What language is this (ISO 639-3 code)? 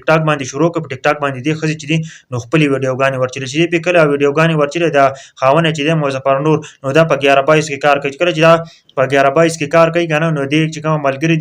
pus